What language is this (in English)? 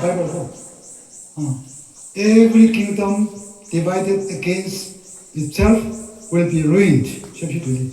Tangkhul Naga (India)